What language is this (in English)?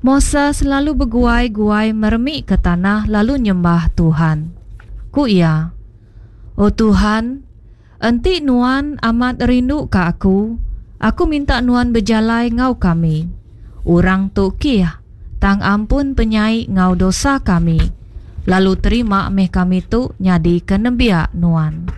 Iban